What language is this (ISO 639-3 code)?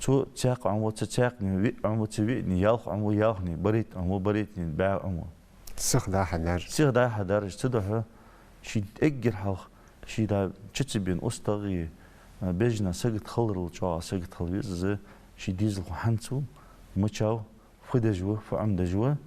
inh